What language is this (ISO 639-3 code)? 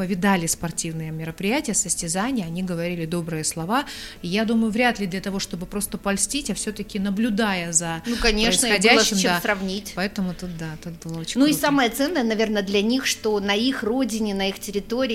rus